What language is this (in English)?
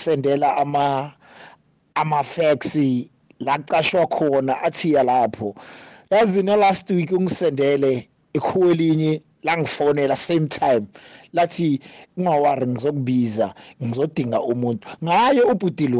South Ndebele